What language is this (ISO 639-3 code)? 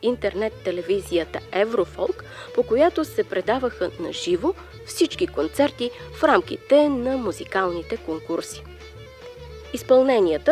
bul